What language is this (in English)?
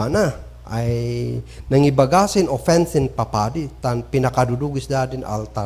Kankanaey